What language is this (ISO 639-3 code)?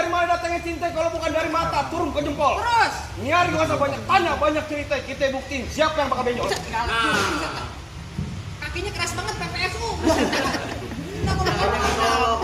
bew